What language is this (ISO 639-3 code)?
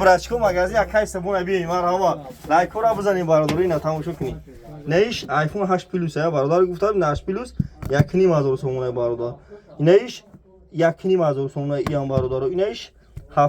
tgk